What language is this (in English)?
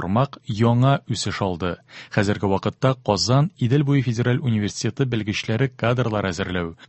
Tatar